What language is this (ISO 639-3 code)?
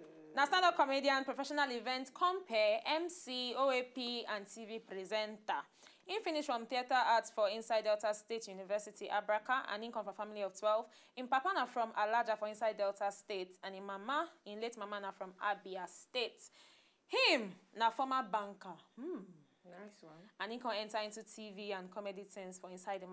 pcm